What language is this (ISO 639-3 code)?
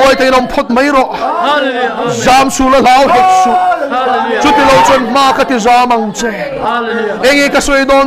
lus